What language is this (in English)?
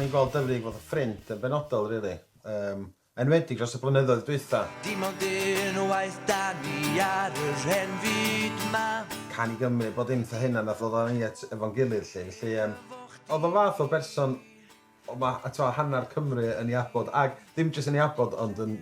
Welsh